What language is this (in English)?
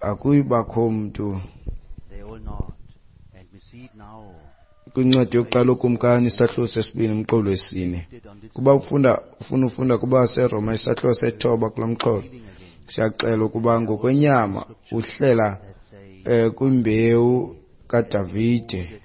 Xhosa